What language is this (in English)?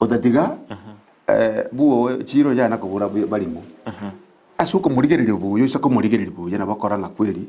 Gusii